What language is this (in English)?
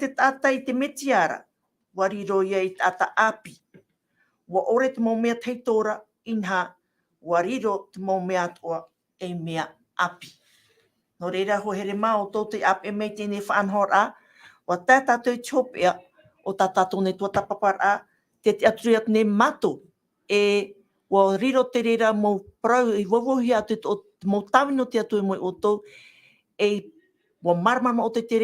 Tahitian